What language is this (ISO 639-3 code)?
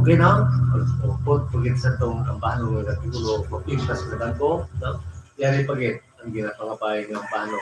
hil